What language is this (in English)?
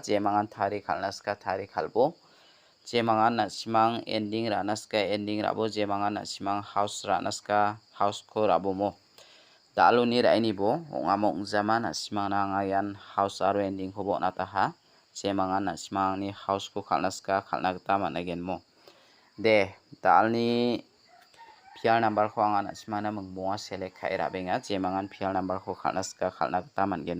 Garo